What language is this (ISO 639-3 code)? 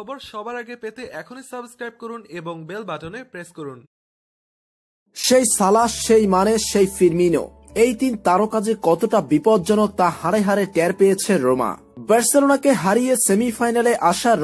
ben